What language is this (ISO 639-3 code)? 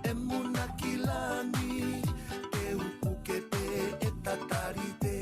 ton